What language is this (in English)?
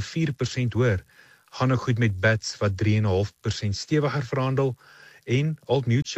Afrikaans